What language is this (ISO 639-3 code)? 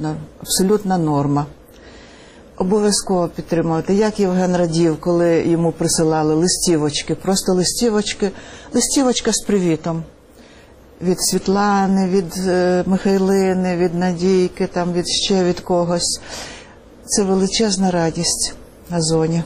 ukr